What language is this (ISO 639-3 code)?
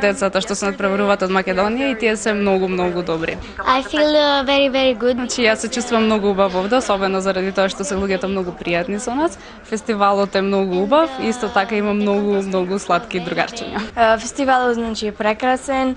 mkd